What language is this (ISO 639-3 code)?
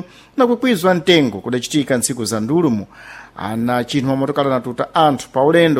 seh